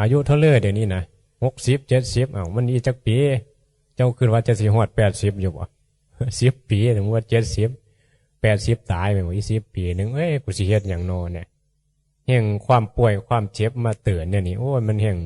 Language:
Northeastern Thai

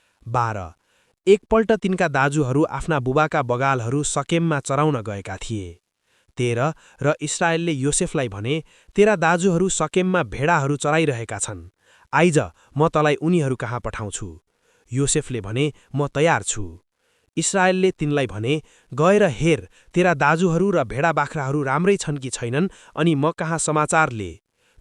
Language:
Nepali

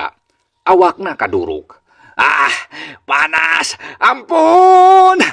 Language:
Sundanese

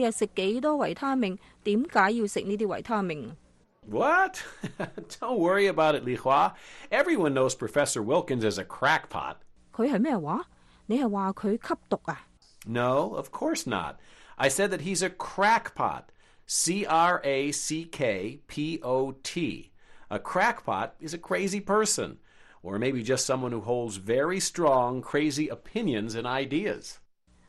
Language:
Cantonese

